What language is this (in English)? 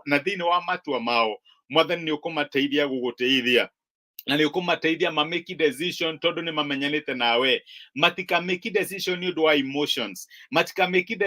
Kikuyu